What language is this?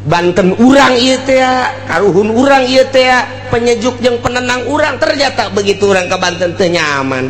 Sundanese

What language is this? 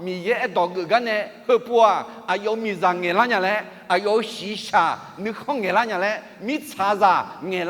Akha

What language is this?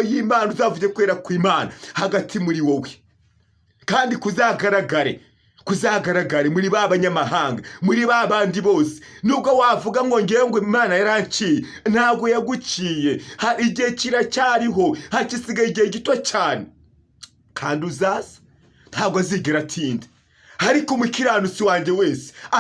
Kinyarwanda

